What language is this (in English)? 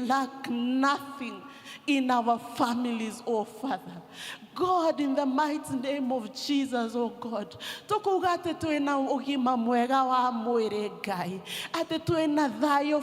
Kikuyu